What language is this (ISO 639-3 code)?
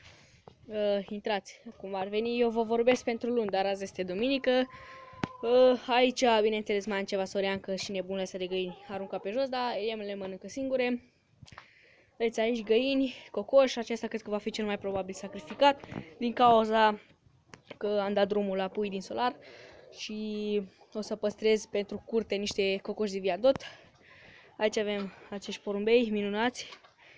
ron